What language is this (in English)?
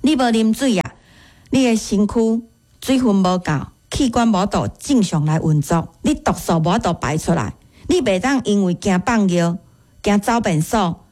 Min Nan Chinese